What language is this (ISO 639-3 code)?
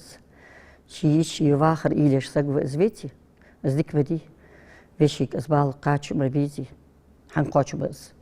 inh